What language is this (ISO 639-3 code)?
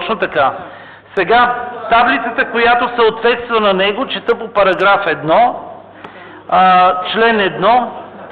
bul